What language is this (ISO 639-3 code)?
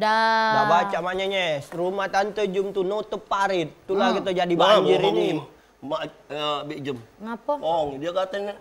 mui